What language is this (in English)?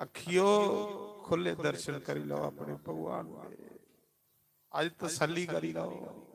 Dogri